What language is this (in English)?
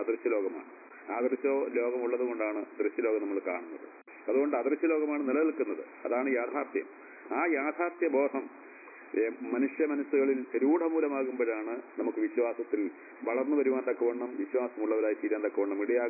Malayalam